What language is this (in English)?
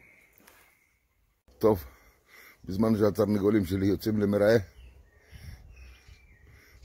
Hebrew